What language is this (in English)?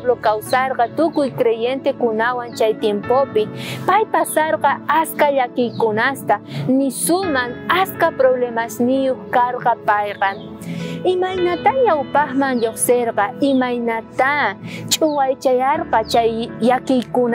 South Bolivian Quechua